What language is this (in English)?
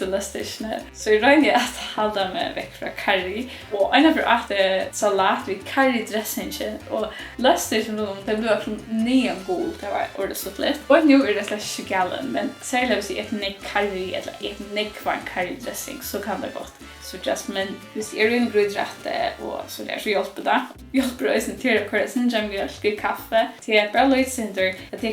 Faroese